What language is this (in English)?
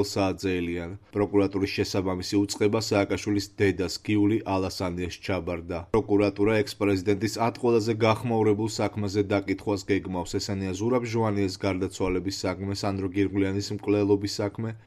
Georgian